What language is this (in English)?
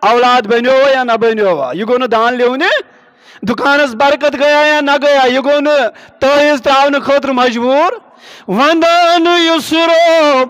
Kashmiri